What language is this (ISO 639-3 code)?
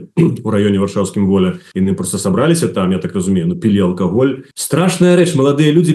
bel